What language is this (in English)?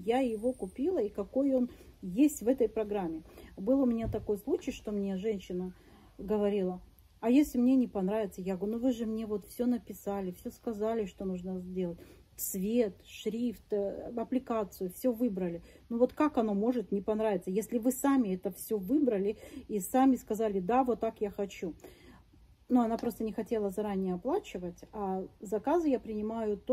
Russian